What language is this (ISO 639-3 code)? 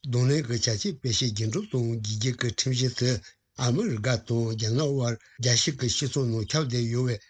bod